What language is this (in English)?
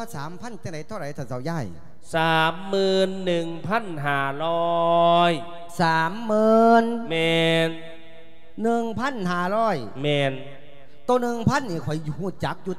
Lao